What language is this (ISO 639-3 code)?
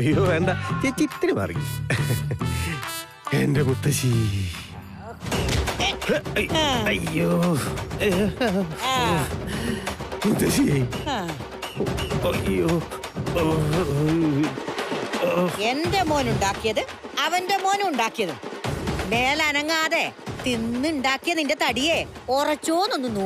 mal